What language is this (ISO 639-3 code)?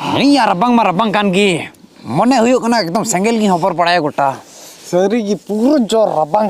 sat